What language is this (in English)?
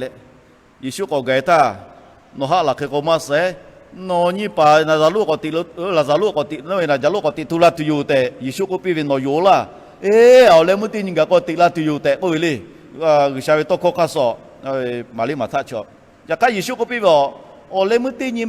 Lahu